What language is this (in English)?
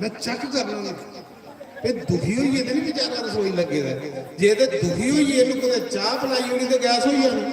Dogri